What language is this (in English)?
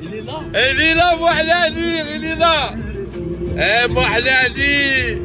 Kabyle